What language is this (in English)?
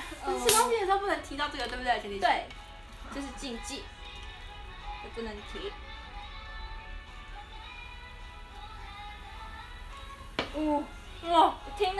Chinese